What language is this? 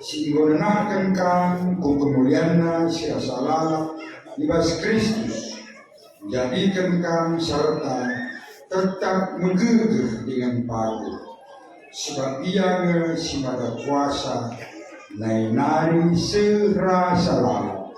Batak Karo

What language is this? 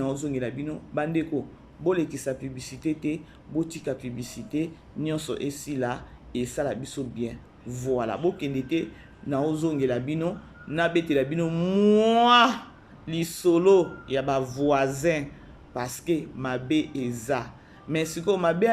Lingala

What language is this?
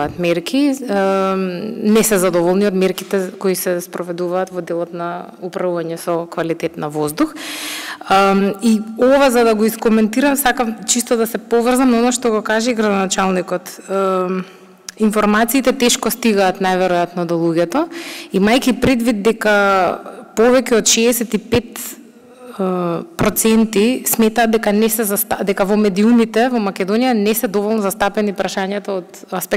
Macedonian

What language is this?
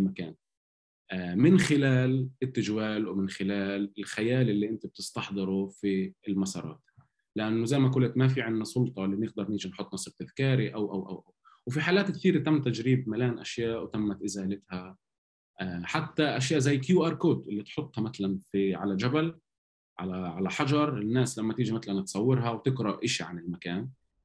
North Levantine Arabic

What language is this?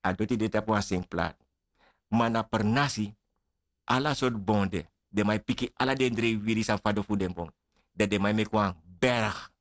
Sranan Tongo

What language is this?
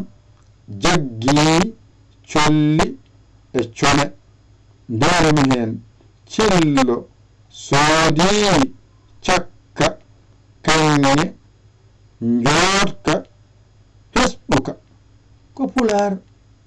Fula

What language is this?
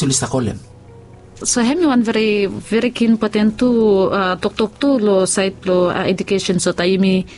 Bislama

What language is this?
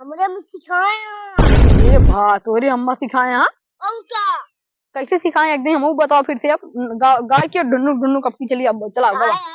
Awadhi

